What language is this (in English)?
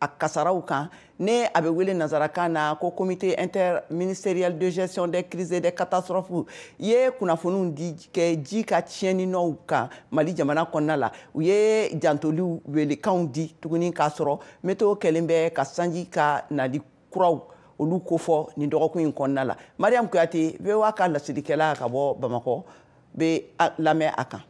Bambara